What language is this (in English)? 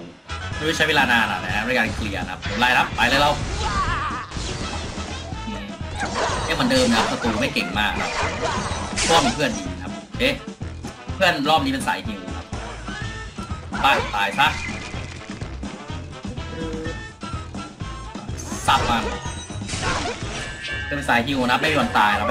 Thai